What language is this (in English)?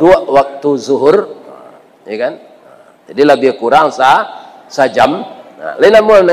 Minangkabau